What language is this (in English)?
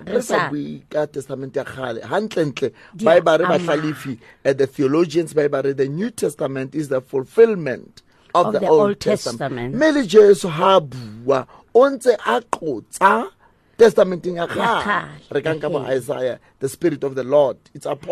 Southern Sotho